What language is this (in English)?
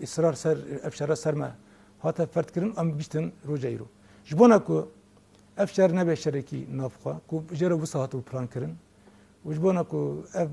Kurdish